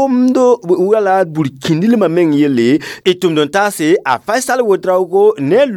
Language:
Mossi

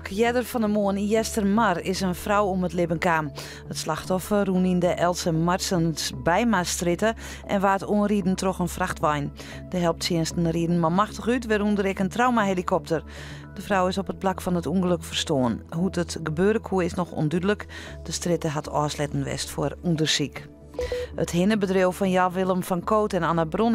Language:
Western Frisian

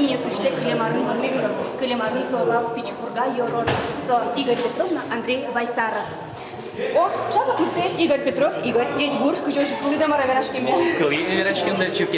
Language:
Udmurt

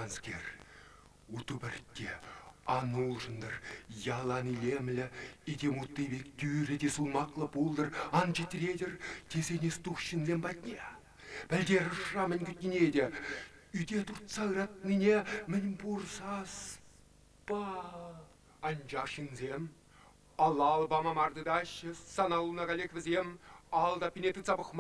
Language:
Chuvash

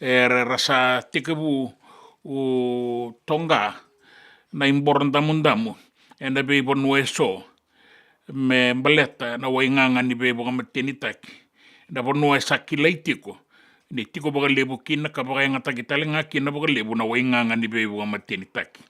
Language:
Fijian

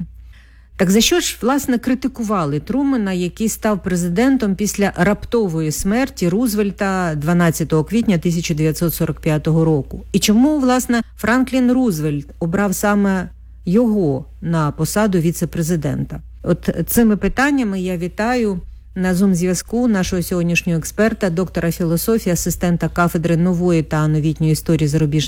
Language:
Ukrainian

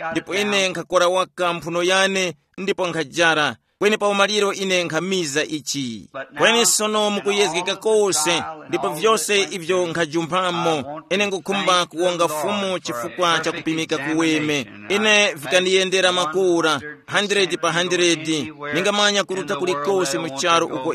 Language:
Tumbuka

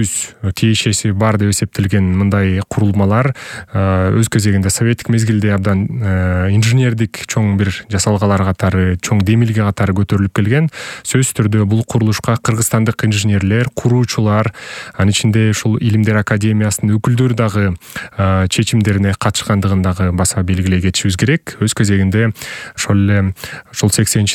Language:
Kyrgyz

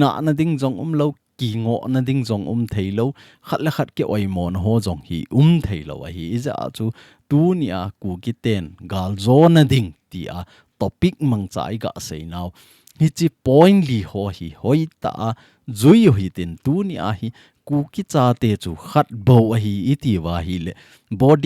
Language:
Thado Chin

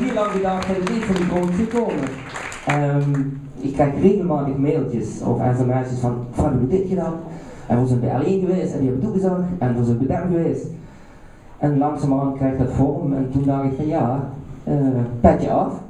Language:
Limburgish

